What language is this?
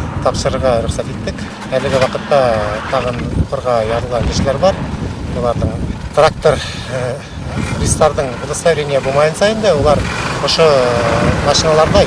Bashkir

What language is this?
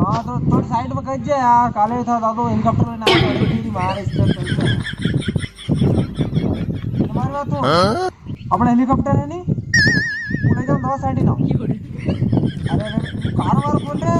Rajasthani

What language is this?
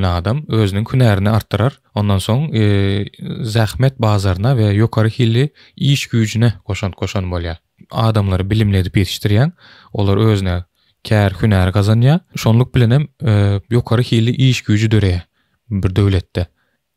Turkmen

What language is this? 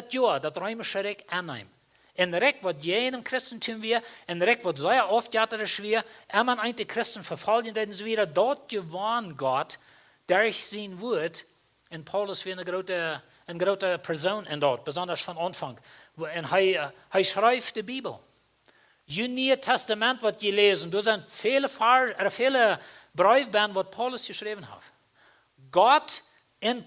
Plautdietsch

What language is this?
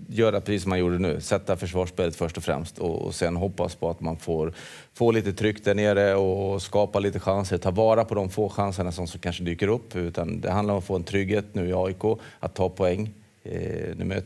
Swedish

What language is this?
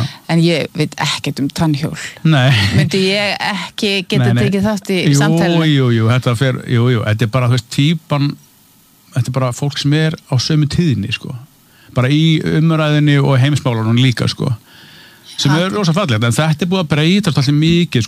Icelandic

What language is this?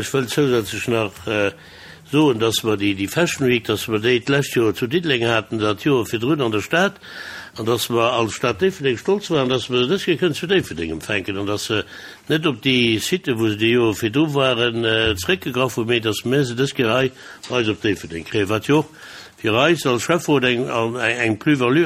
Luxembourgish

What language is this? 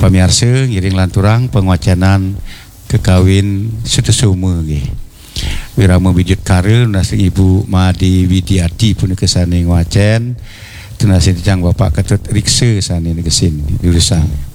Balinese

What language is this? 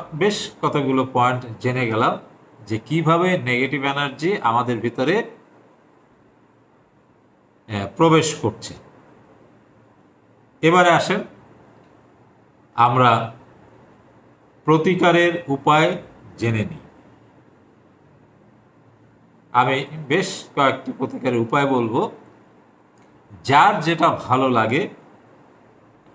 Bangla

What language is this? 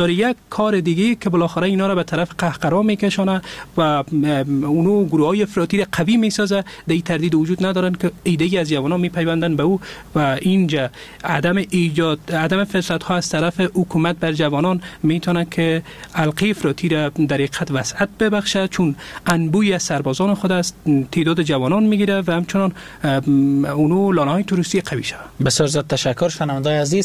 Persian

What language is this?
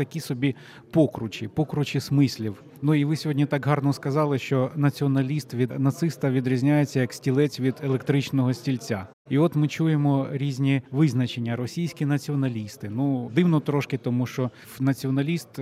Ukrainian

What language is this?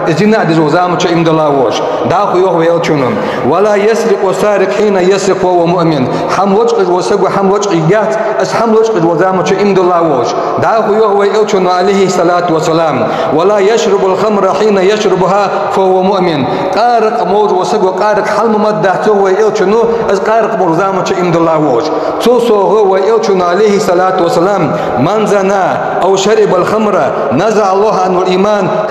Ingush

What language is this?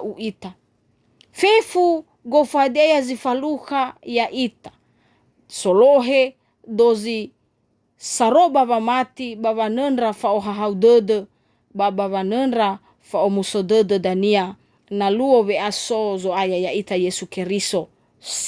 Nias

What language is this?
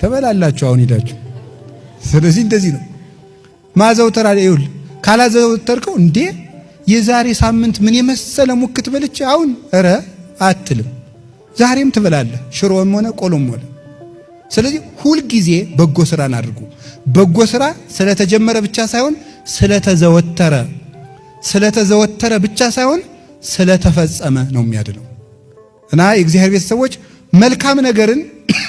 Amharic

